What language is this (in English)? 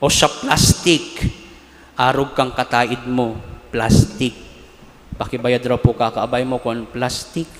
Bikol